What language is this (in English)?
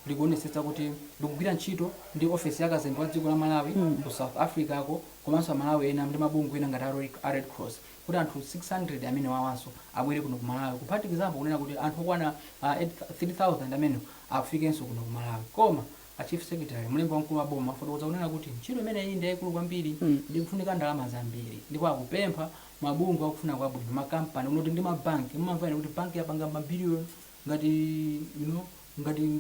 Nyanja